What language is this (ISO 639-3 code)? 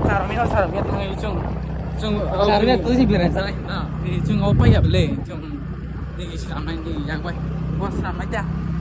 trp